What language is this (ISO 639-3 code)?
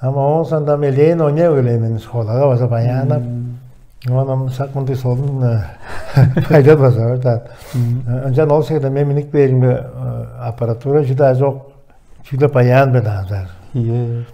tyv